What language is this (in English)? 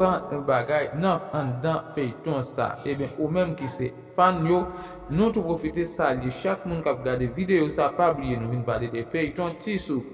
Haitian Creole